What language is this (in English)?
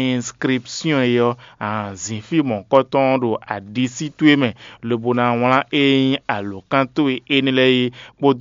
Fon